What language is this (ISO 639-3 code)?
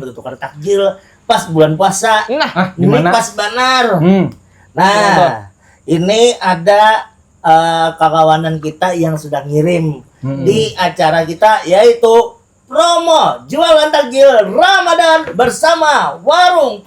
bjn